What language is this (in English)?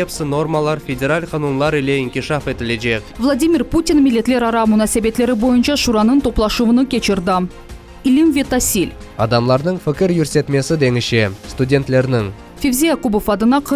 Crimean Tatar